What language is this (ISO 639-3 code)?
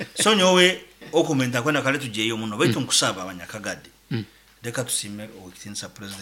nyo